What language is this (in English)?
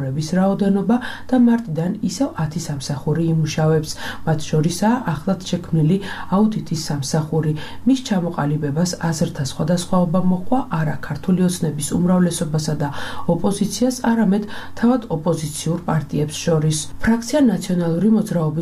Georgian